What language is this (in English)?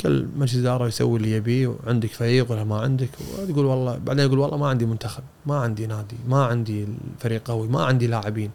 Gulf Arabic